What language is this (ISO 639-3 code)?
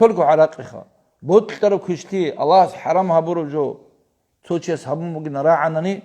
ava